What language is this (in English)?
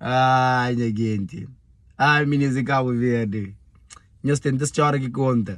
Kabuverdianu